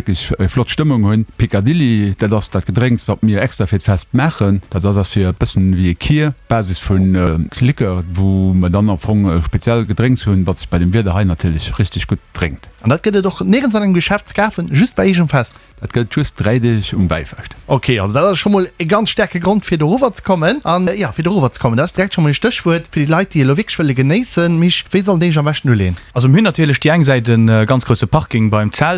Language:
Luxembourgish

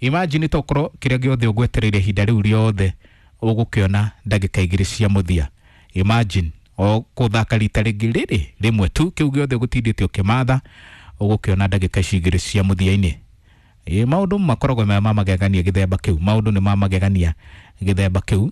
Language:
Kikuyu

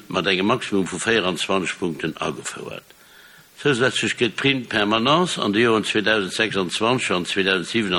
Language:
Luxembourgish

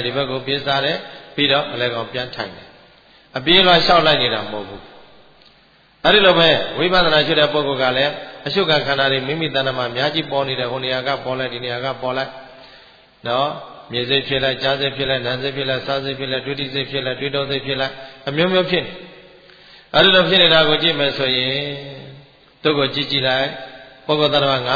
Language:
Burmese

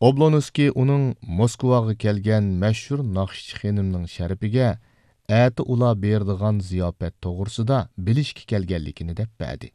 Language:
Uyghur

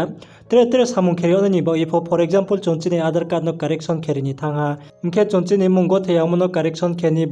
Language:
Riang (India)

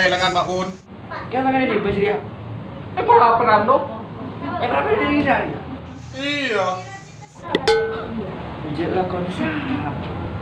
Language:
Madurese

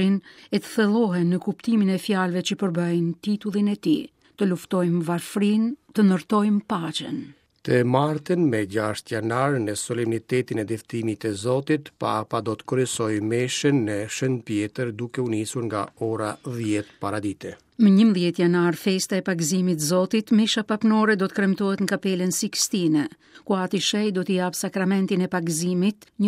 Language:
Albanian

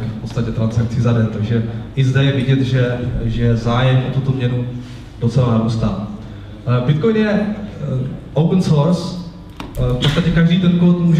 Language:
Czech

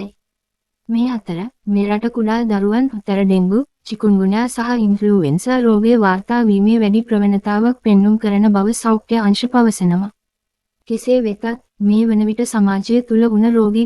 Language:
Sinhala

